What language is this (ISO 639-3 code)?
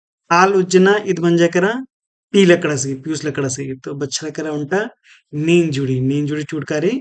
kru